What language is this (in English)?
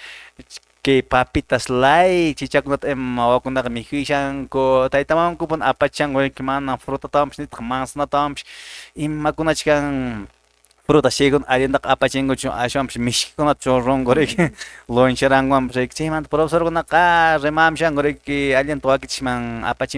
Quechua